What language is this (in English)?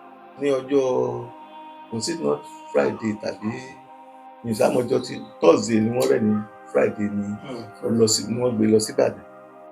Yoruba